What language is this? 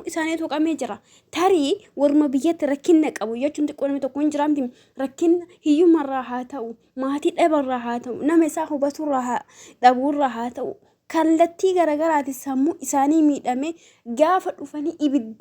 Oromo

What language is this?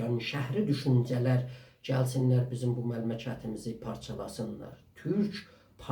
South Azerbaijani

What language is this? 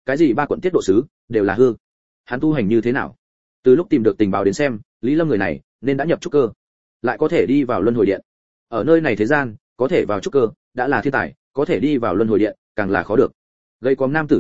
Vietnamese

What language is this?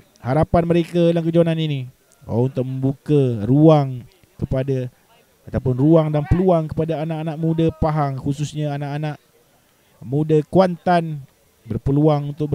Malay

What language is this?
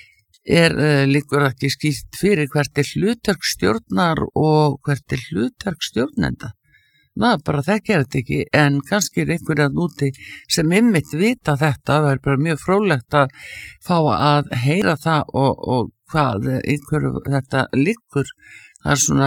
Icelandic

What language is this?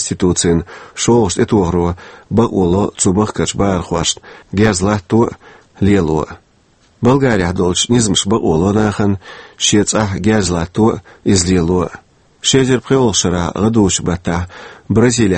Chechen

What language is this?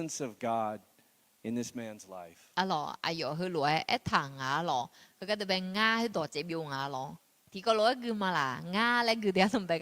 Akha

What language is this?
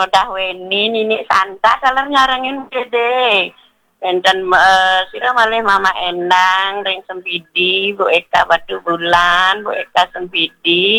Balinese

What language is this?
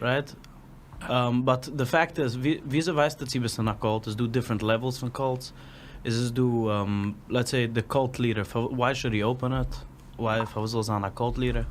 Yiddish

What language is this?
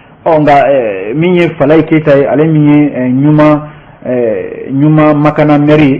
Bambara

